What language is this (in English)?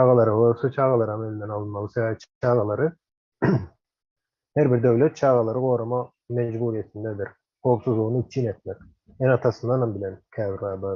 Turkmen